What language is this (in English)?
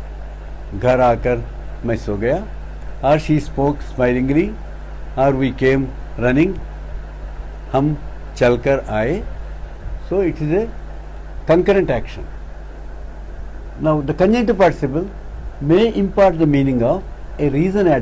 English